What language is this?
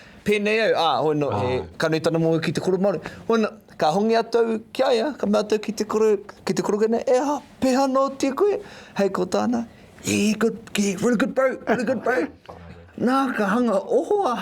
Māori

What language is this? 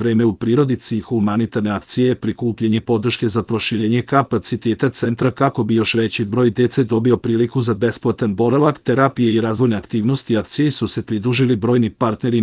Serbian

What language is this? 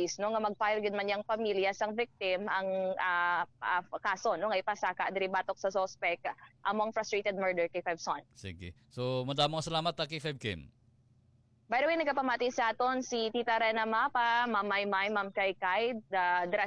Hiligaynon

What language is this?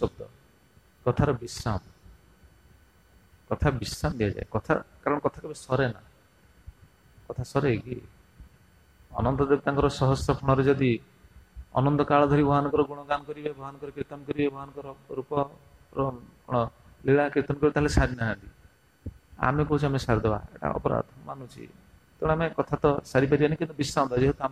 Odia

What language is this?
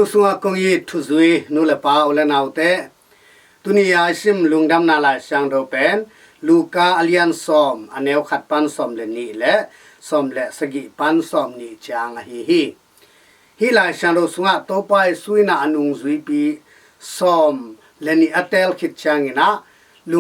Tedim Chin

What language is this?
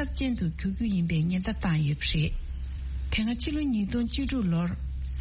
Tibetan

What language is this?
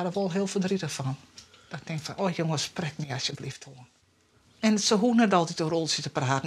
Western Frisian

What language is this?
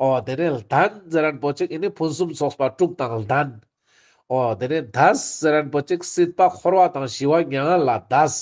Ladakhi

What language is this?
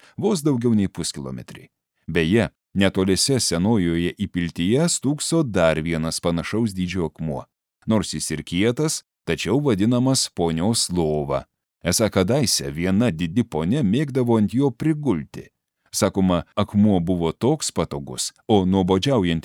Lithuanian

